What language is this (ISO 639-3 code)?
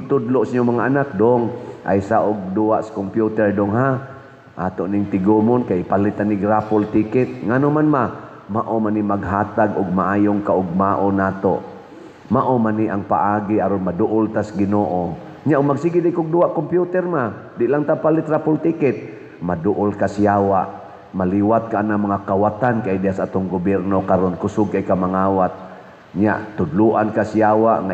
ceb